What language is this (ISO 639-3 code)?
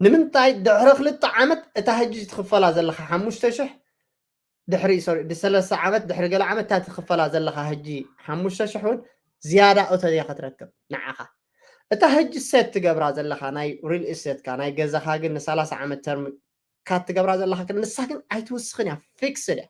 tir